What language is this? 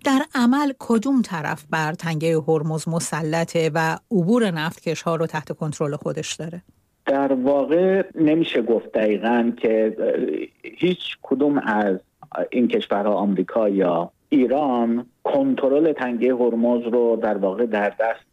Persian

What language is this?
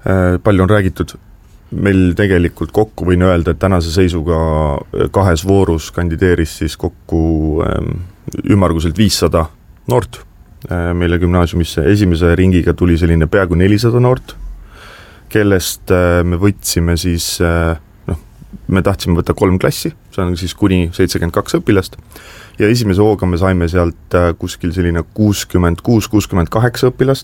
Estonian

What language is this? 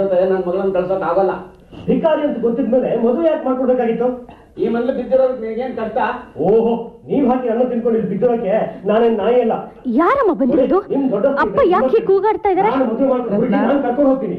Kannada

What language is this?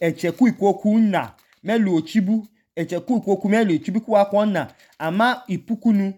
Idoma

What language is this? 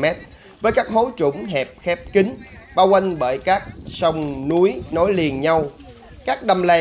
Vietnamese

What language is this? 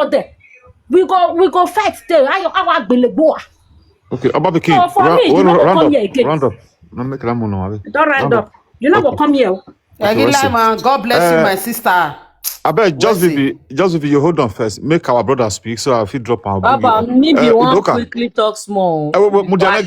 Nigerian Pidgin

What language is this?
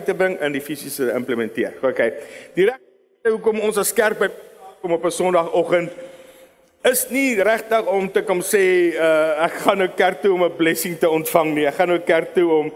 Afrikaans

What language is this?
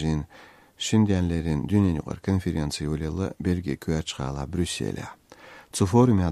Chechen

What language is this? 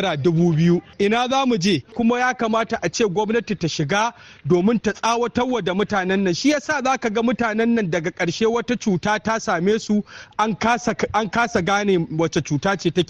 Hausa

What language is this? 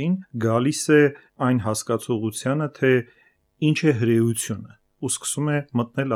Armenian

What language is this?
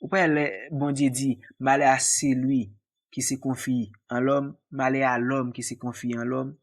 Haitian Creole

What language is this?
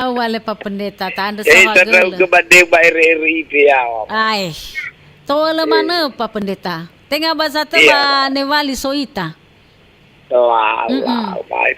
Nias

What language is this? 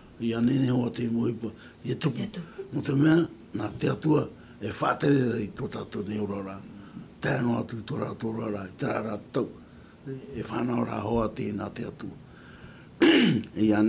Tahitian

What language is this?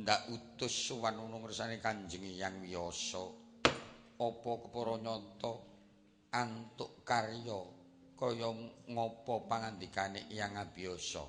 Javanese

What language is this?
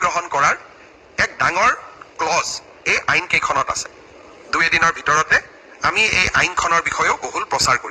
Assamese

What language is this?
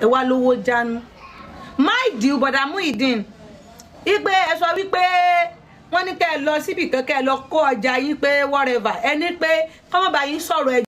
Yoruba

